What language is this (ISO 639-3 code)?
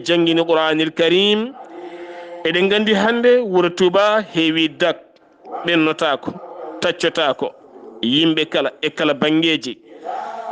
ful